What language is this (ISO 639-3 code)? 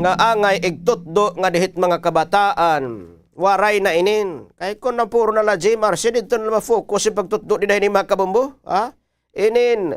war